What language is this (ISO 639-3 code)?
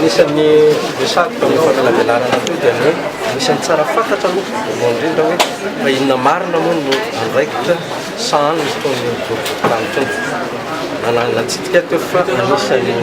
mlg